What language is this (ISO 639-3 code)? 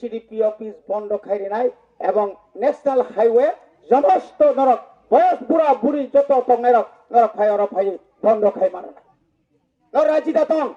trp